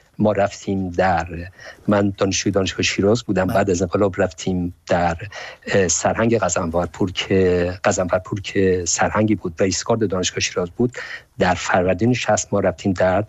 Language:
Persian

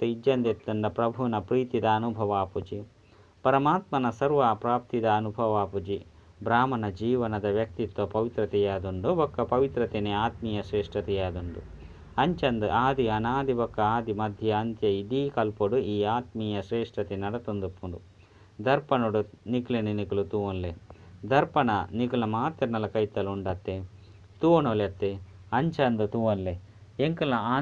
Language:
Tulu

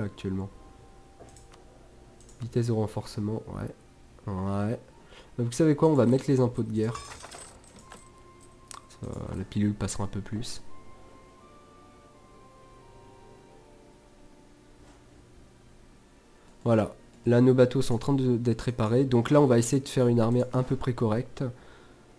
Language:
French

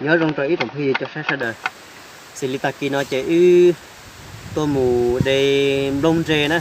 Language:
Hmong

